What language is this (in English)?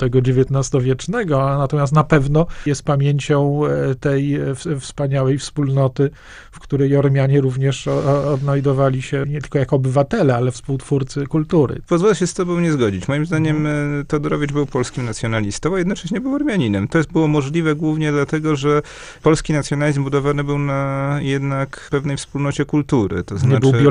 Polish